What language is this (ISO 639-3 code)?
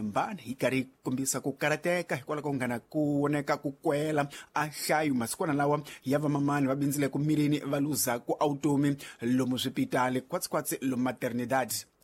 tso